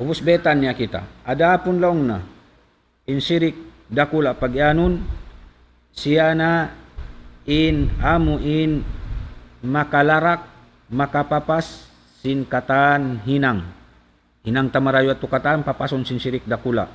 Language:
Tausug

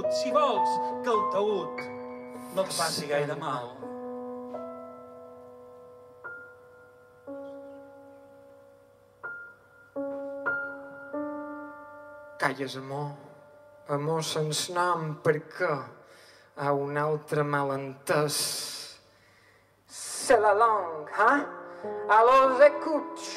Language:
Catalan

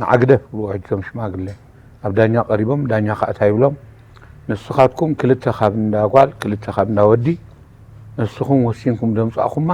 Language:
Tigrinya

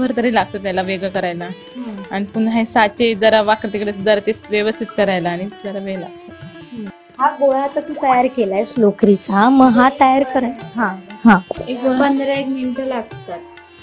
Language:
Marathi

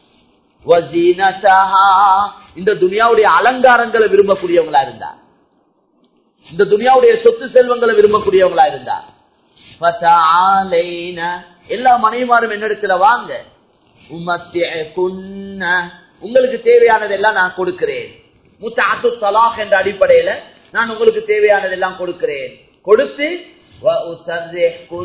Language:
Tamil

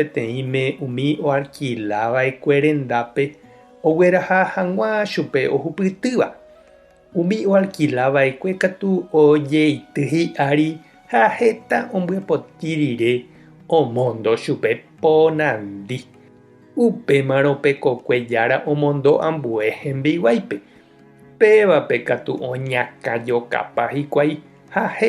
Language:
Guarani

